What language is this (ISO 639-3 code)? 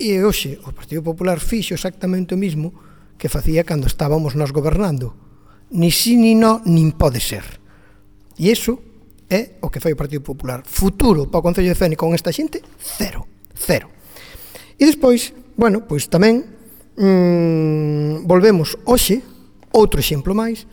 glg